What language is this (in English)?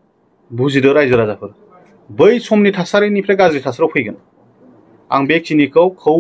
Bodo